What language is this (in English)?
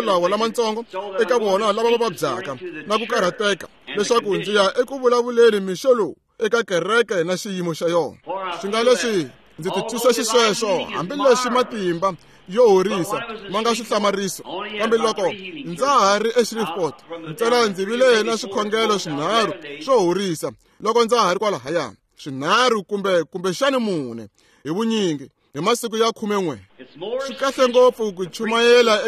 Tsonga